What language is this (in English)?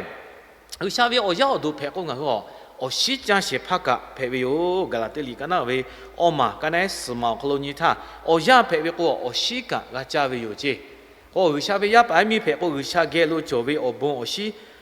Lahu